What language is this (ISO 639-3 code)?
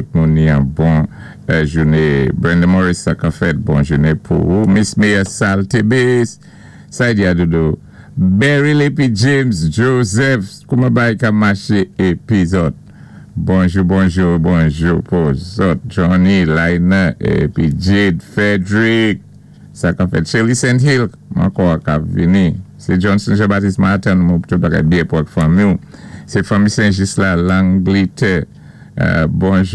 acf